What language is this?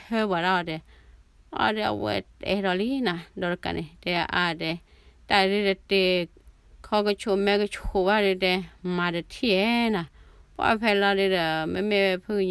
S'gaw Karen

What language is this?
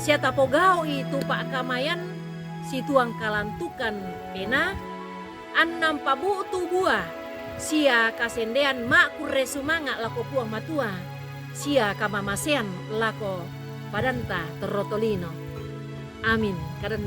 Toraja-Sa'dan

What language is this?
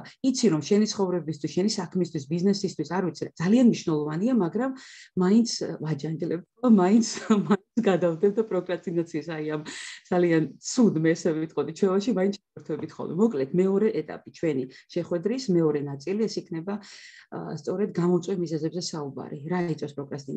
Georgian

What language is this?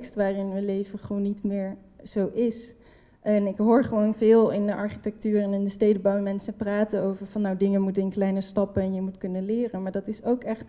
Dutch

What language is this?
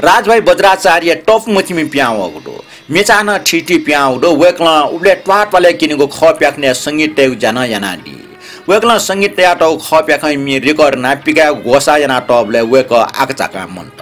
Newari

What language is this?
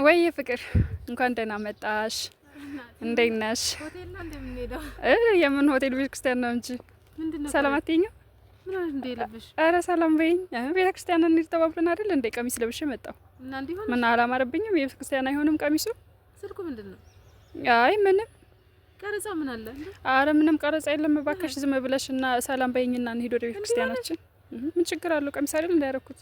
Amharic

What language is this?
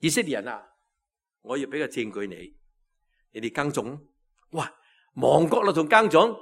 Cantonese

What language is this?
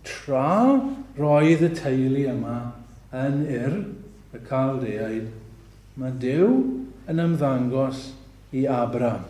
Welsh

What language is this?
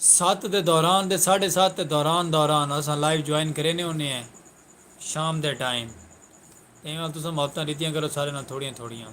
Saraiki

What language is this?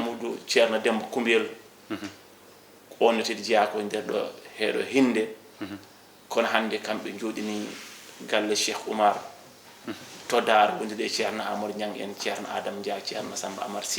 Fula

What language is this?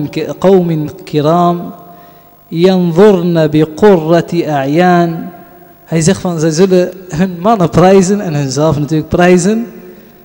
Dutch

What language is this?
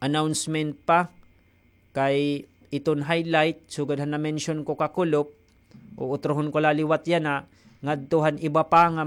Waray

